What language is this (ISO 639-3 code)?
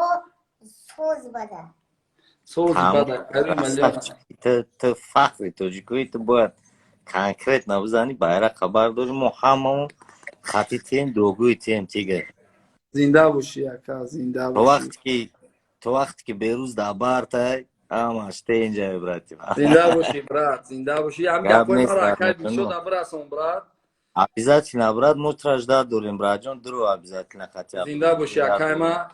tgk